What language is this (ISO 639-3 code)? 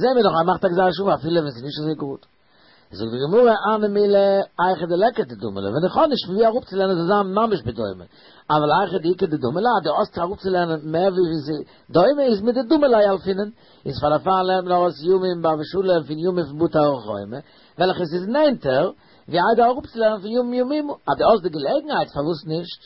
yid